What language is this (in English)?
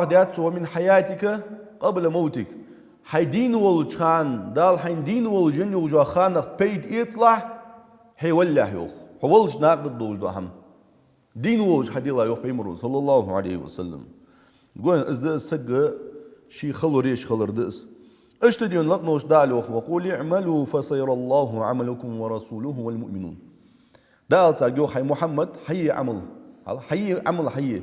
Ingush